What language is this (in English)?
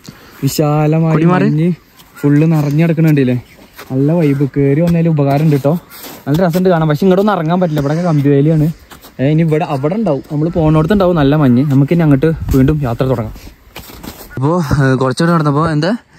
Malayalam